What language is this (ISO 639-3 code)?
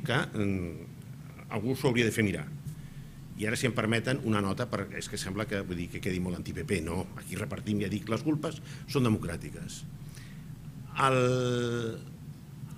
cat